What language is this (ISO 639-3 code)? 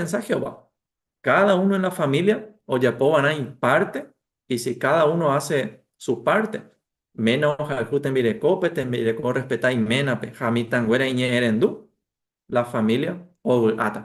grn